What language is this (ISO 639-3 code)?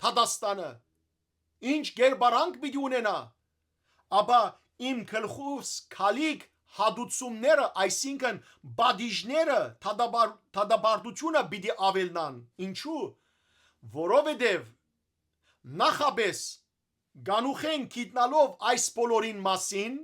hyw